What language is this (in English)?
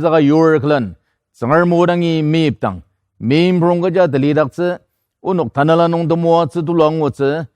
Ao Naga